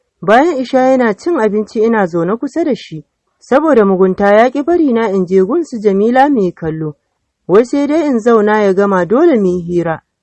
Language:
Hausa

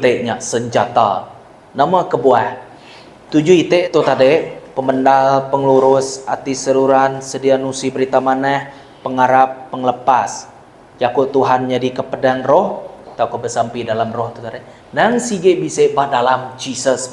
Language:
Iban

